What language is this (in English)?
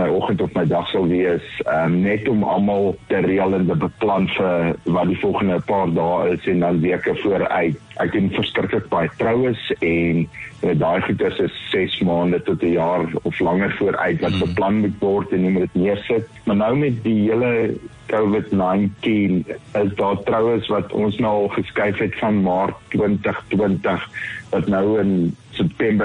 Afrikaans